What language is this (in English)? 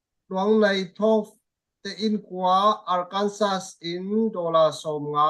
Falam Chin